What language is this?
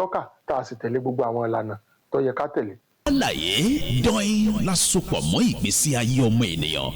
Yoruba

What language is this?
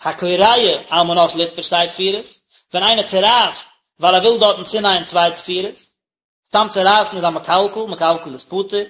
Yiddish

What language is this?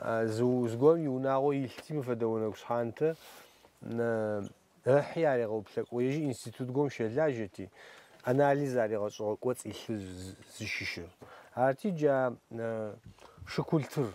Adyghe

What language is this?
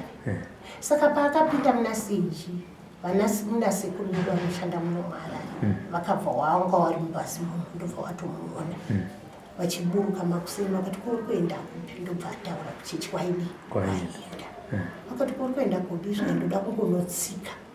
Shona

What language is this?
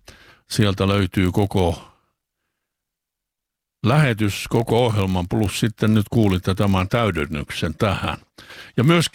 Finnish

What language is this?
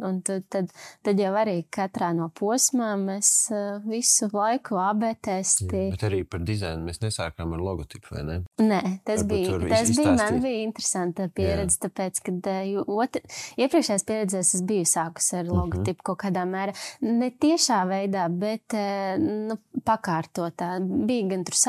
Latvian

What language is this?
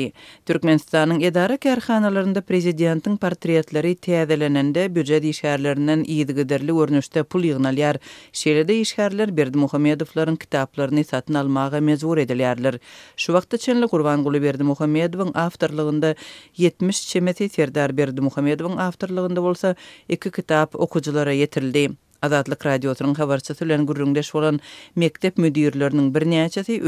Turkmen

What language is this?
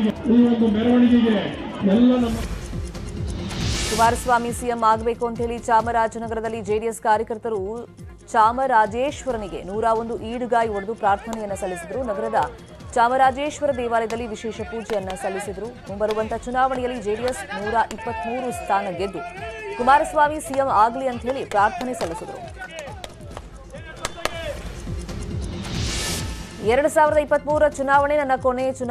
Kannada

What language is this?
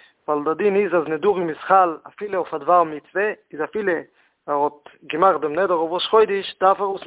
Yiddish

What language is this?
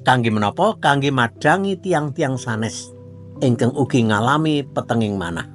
Javanese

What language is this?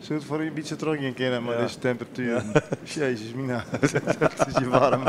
Western Frisian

